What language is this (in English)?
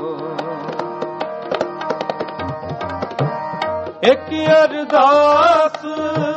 Punjabi